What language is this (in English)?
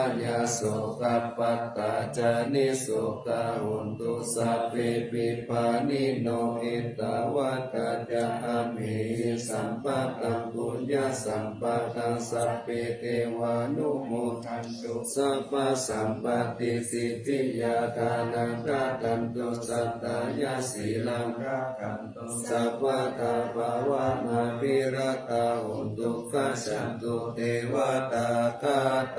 Pali